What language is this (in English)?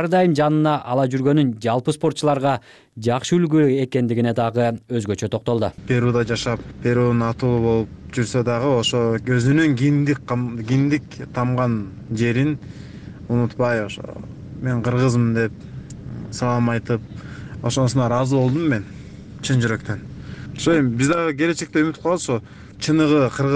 Kyrgyz